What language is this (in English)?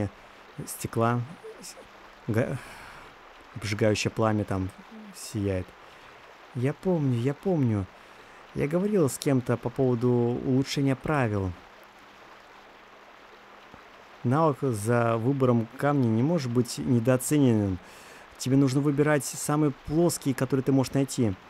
Russian